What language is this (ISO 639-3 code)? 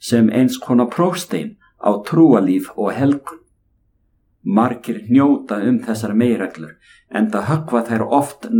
isl